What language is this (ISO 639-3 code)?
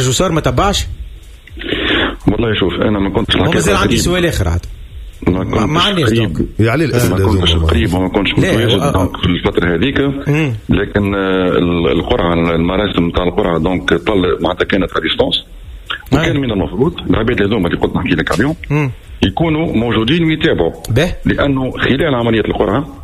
aeb